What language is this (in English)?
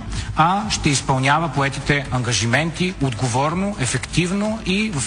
Bulgarian